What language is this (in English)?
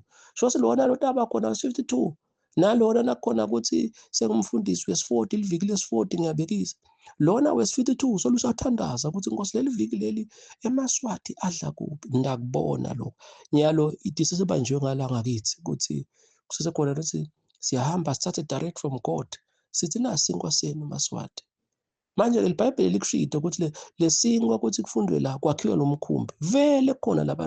Zulu